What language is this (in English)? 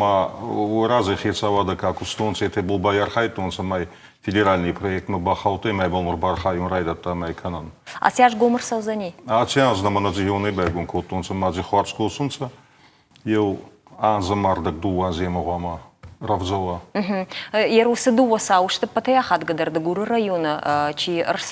Ossetic